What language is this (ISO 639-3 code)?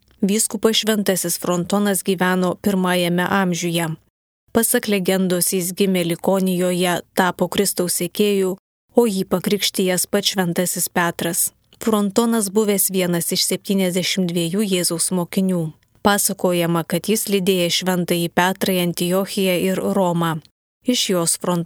lit